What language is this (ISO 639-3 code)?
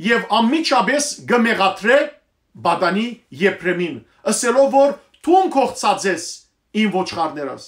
hyw